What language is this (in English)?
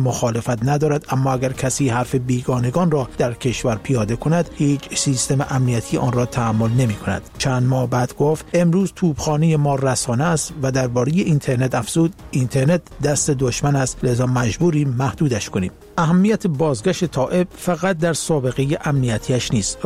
Persian